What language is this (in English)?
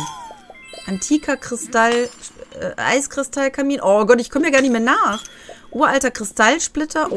German